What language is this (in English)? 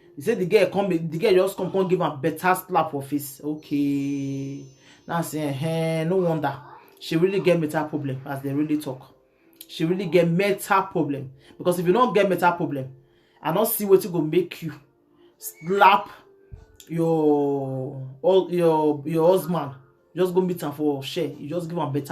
Nigerian Pidgin